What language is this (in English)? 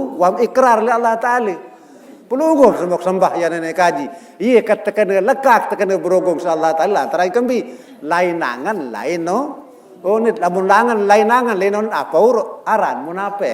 Sasak